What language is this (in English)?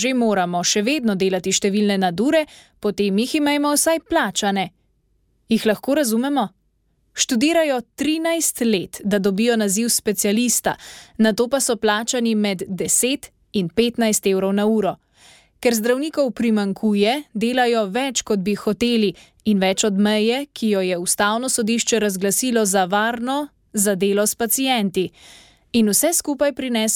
Slovenian